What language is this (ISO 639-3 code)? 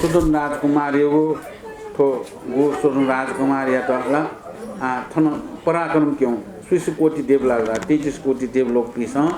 new